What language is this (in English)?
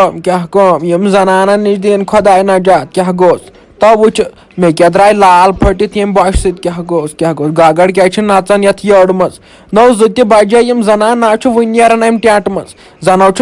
Kashmiri